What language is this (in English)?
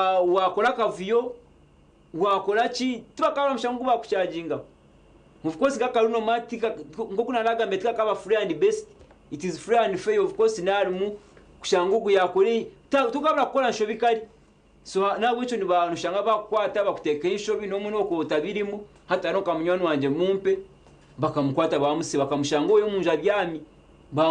Nyankole